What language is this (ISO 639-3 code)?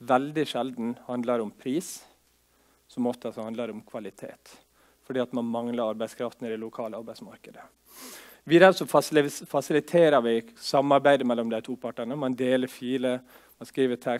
nor